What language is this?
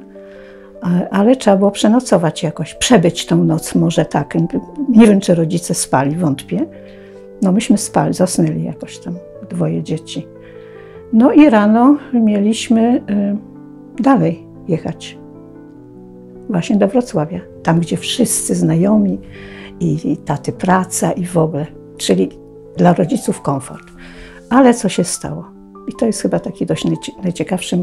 Polish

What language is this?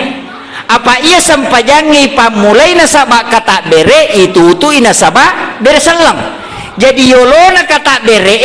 Buginese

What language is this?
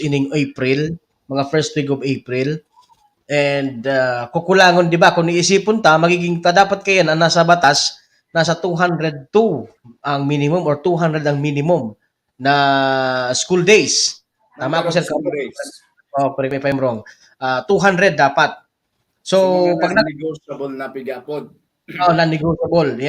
Bikol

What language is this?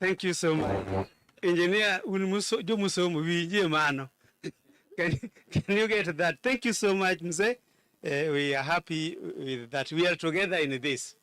Luo (Kenya and Tanzania)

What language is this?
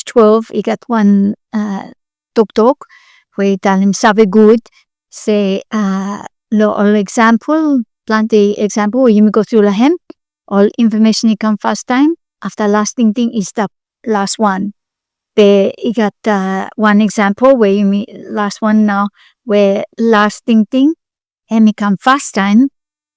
Bislama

